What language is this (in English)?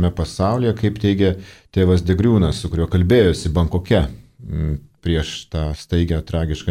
Lithuanian